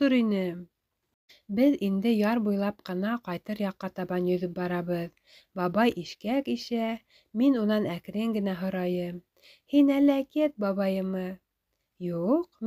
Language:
Bashkir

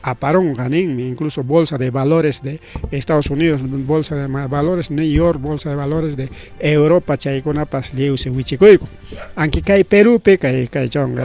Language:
Ayacucho Quechua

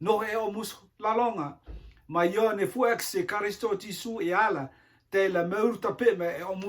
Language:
Rotuman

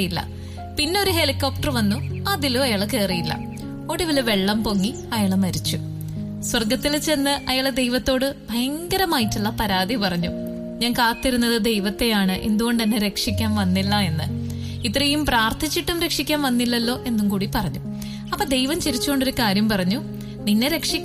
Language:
Malayalam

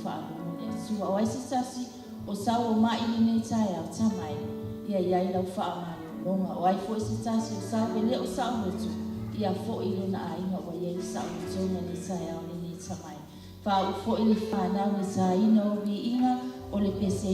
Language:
Samoan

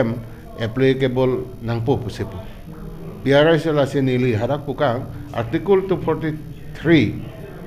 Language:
Karbi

